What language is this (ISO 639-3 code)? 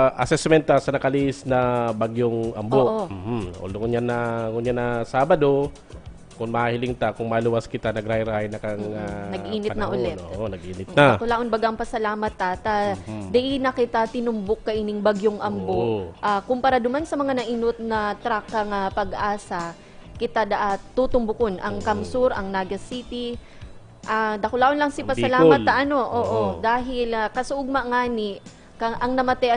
bik